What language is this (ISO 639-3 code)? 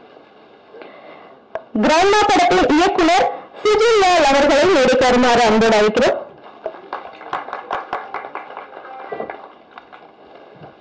tam